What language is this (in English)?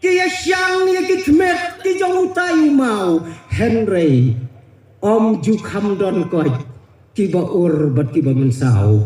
Khasi